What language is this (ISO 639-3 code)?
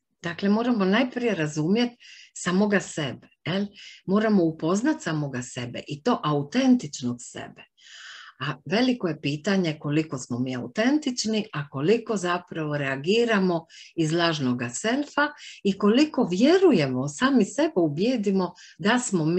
hrv